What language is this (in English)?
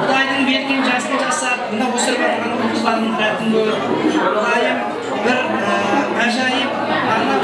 Kara-Kalpak